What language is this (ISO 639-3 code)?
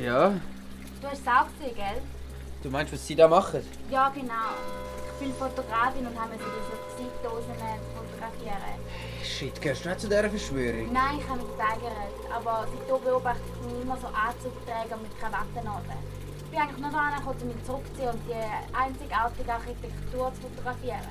gsw